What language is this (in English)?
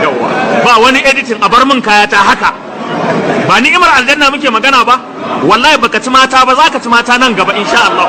Hausa